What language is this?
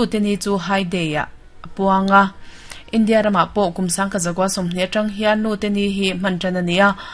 Mizo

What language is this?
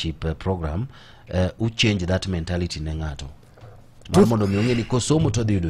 Luo (Kenya and Tanzania)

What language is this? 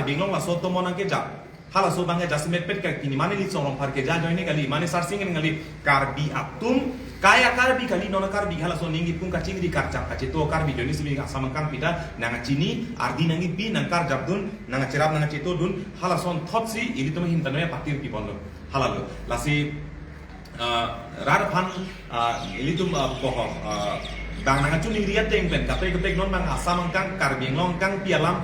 Karbi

